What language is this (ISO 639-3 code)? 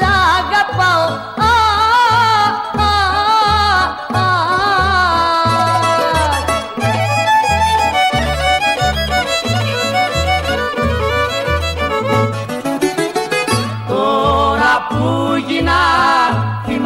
ell